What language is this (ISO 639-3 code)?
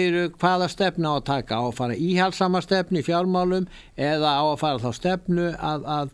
isl